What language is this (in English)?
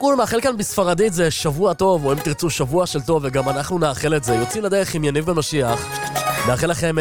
Hebrew